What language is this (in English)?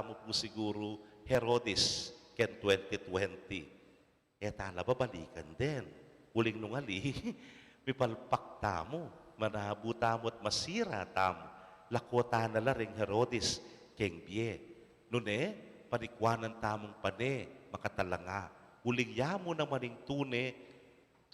Pampanga